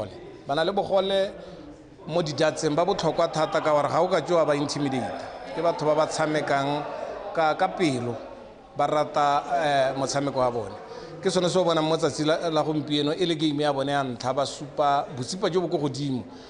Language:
Tswana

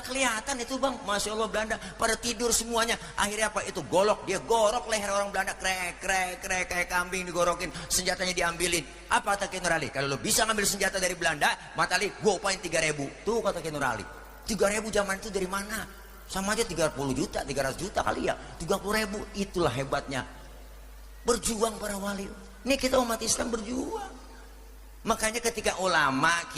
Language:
Betawi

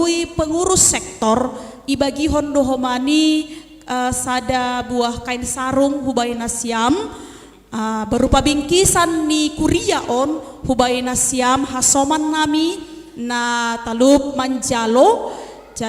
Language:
Batak Simalungun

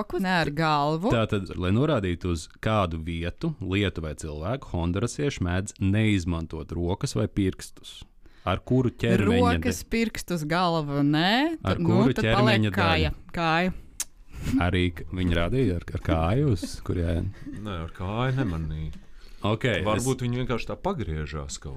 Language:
Latvian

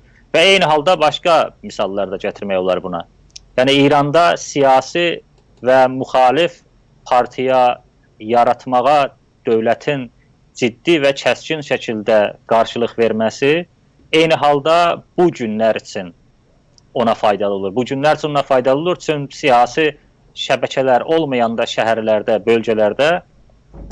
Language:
South Azerbaijani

